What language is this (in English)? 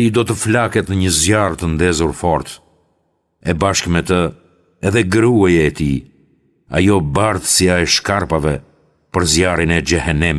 Albanian